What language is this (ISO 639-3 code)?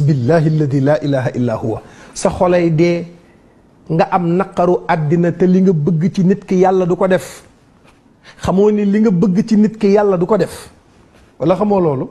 wol